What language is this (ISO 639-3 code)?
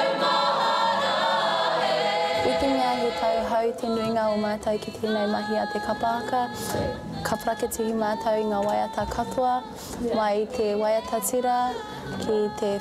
mri